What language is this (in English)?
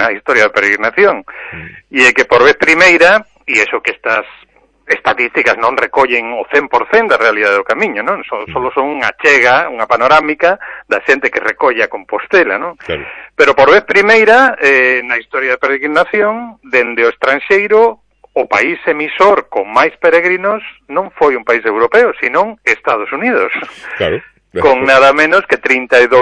Galician